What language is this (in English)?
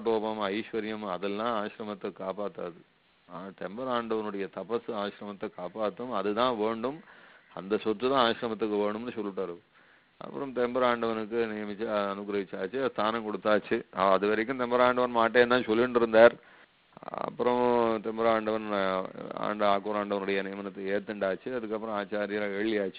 Tamil